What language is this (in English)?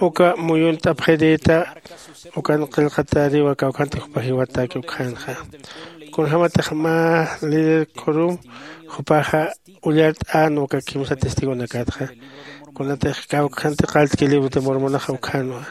Aymara